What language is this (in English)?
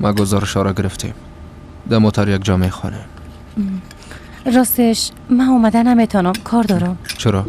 Persian